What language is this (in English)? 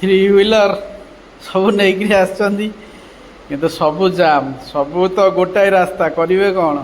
Odia